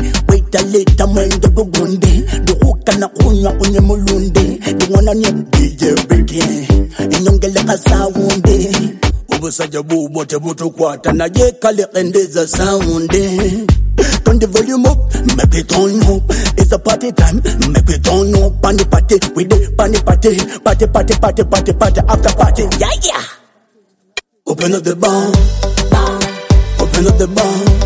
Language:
Swahili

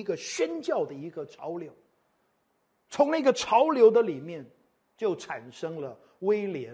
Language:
Chinese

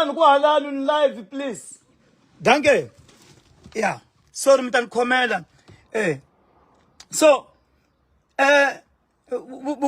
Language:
Tsonga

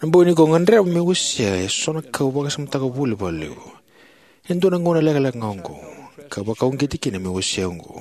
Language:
Fijian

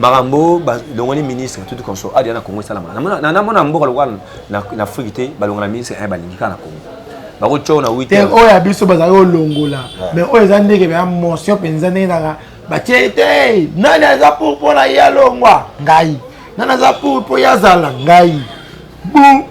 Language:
Lingala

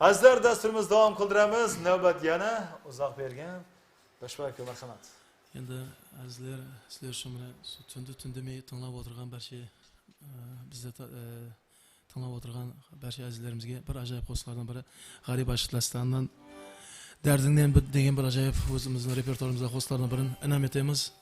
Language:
Kara-Kalpak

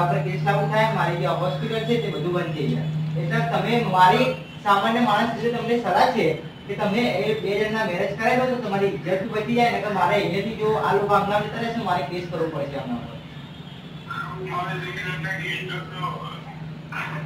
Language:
Gujarati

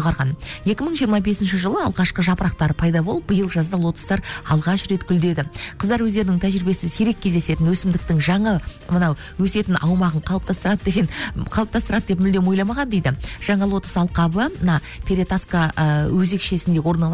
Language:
Kazakh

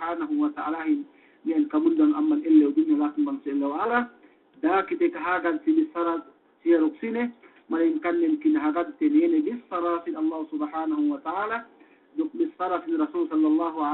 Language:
Yakan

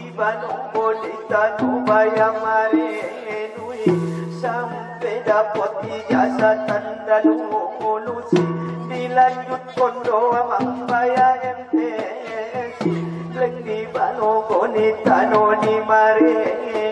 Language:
Batak Angkola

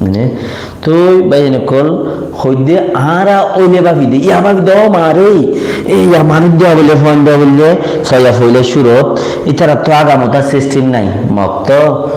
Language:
Rohingya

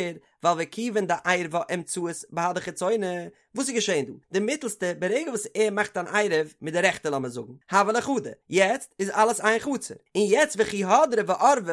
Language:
Yiddish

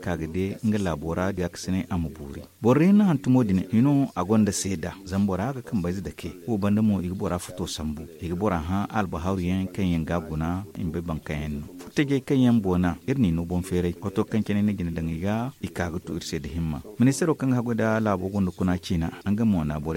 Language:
Zarma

